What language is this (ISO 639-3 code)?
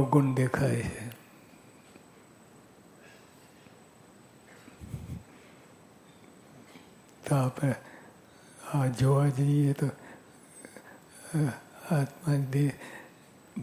guj